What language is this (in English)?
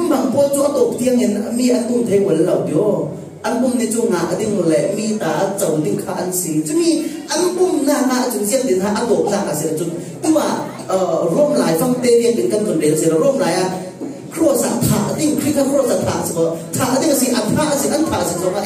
Falam Chin